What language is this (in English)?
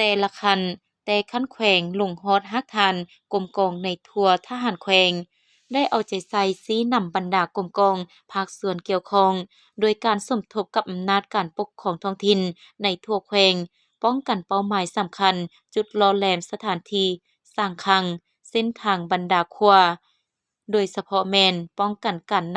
Lao